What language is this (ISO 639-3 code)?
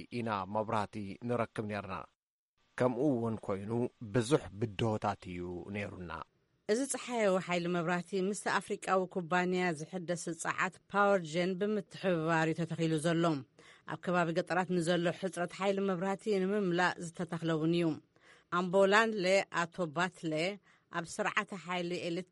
tir